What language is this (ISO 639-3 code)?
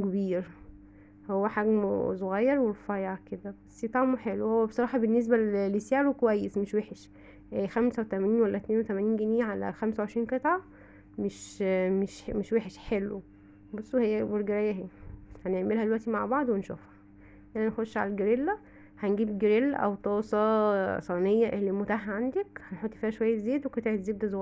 arz